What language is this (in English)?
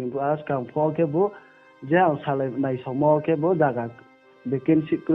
Riang (India)